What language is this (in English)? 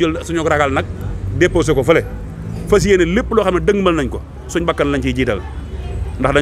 Wolof